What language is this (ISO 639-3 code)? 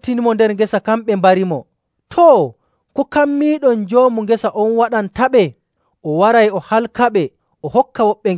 fuv